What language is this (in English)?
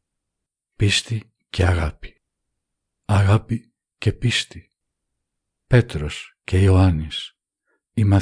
Greek